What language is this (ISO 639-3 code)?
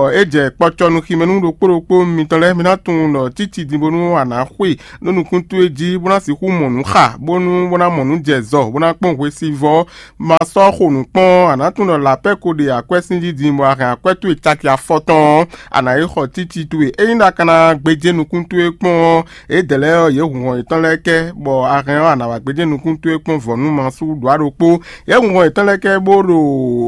fon